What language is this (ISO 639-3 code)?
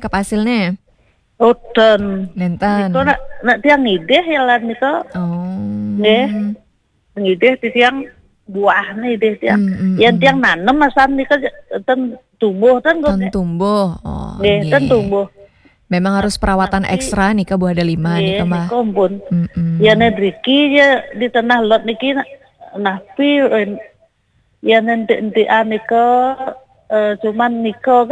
ban